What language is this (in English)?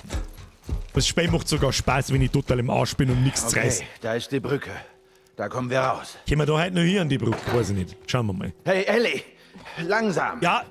Bavarian